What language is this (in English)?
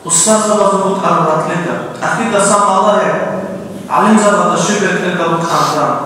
Avaric